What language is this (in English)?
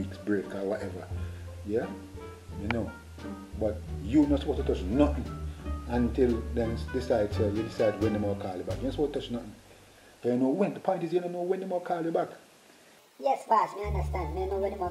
Jamaican Creole English